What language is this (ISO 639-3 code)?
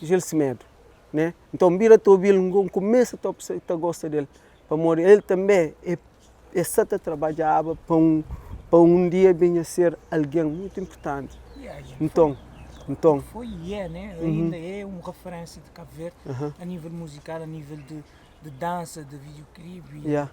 kea